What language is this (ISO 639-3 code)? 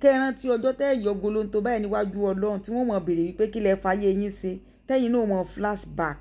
yor